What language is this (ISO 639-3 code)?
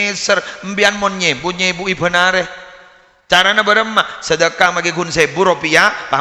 mad